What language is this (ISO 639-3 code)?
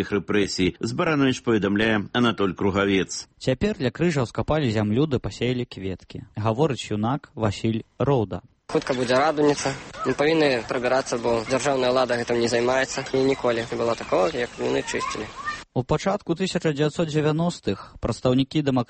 bel